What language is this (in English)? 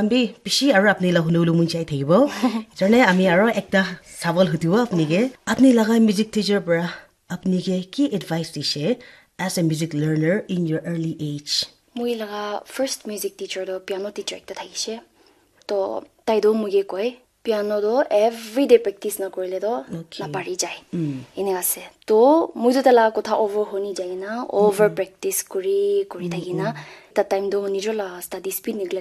Naga Pidgin